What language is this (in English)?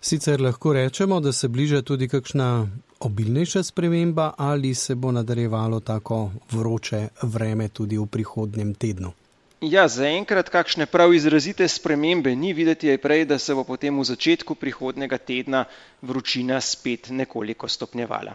Slovenian